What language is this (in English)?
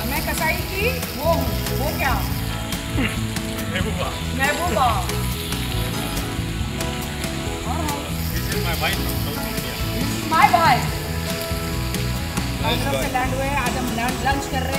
Hindi